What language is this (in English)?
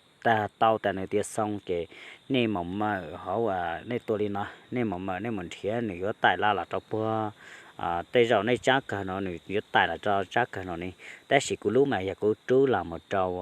Hmong